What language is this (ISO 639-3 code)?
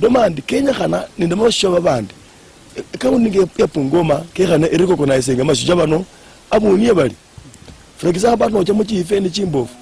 luy